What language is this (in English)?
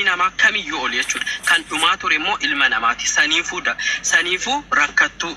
Oromo